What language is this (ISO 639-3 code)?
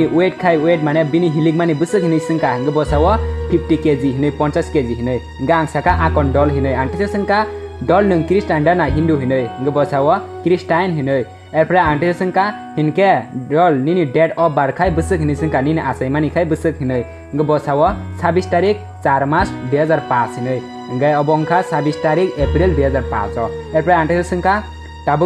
trp